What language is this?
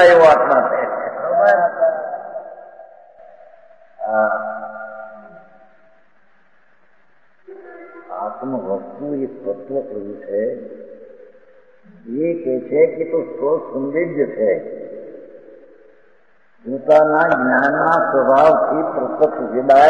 Gujarati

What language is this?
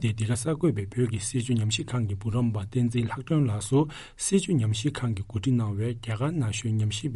Tibetan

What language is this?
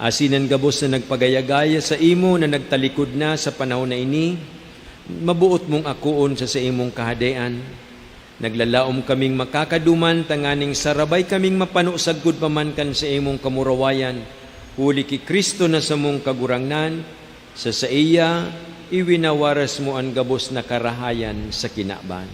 Bikol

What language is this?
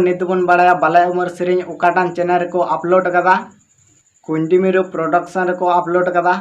Santali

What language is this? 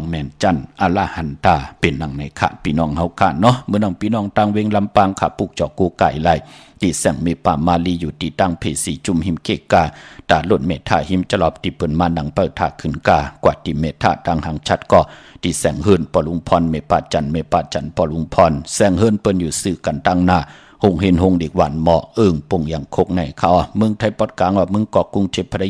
Shan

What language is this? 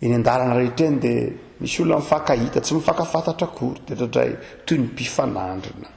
Malagasy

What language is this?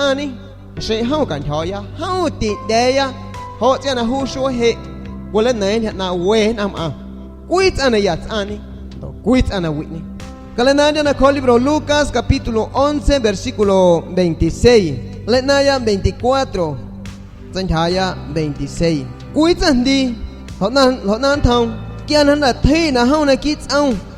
San Pedro Amuzgos Amuzgo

